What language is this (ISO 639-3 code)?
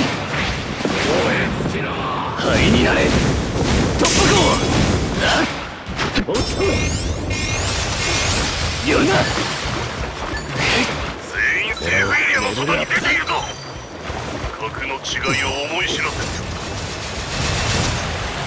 jpn